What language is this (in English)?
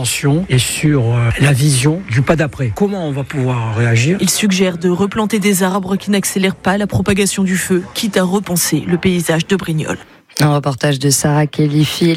French